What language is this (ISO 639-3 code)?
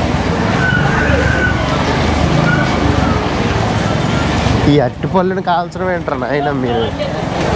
tel